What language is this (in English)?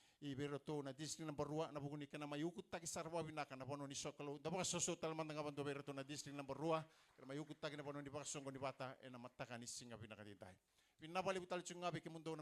Fijian